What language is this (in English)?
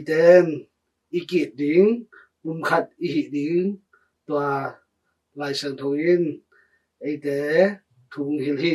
Tedim Chin